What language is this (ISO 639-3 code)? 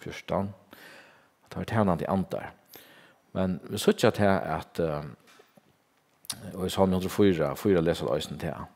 fao